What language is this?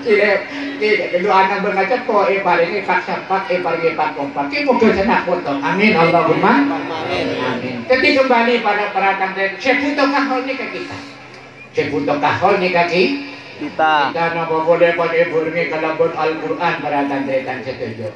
Madurese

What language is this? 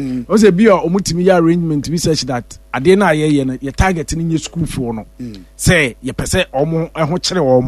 Akan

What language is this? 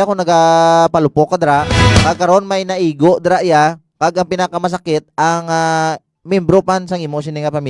Hiligaynon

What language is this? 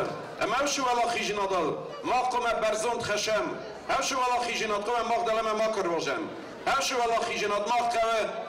Ossetic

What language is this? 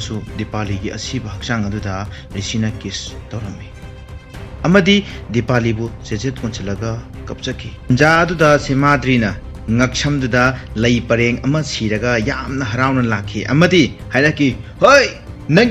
Manipuri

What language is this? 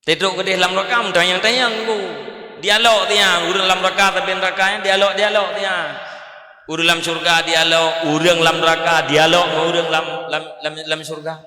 Achinese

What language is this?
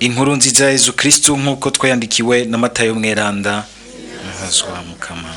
Rundi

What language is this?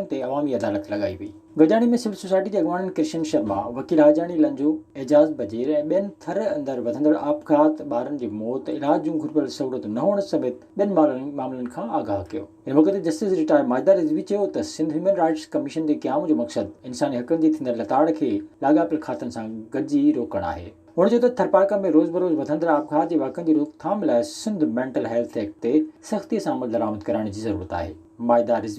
Sindhi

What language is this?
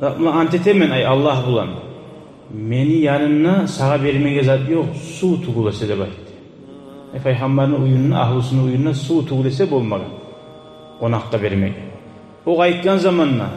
Kumyk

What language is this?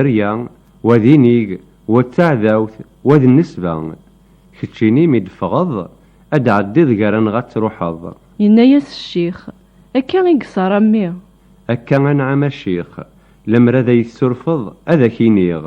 Kabyle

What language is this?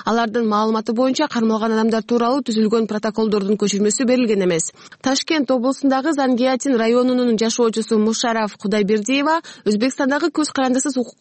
Kyrgyz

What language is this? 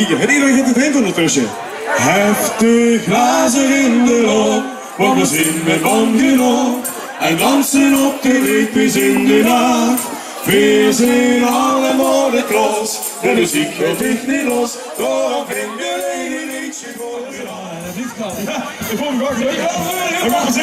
Limburgish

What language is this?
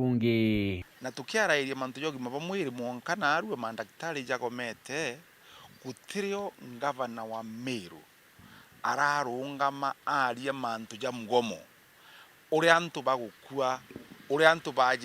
Meru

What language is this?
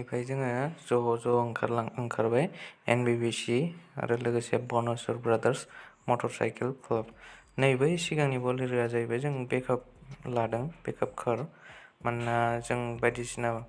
Bodo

